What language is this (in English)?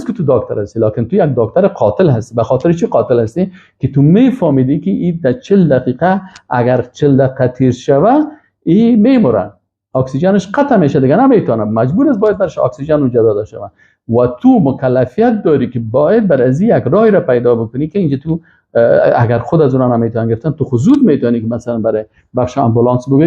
Persian